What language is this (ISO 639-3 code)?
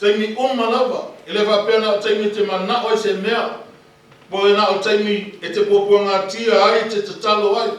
smo